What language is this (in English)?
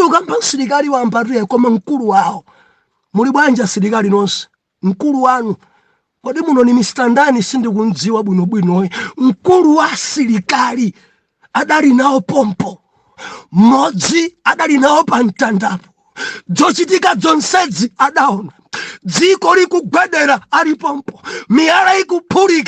Nyanja